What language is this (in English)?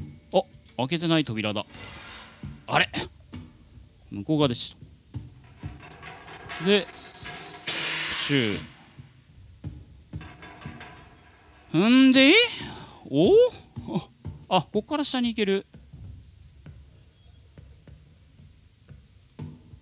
Japanese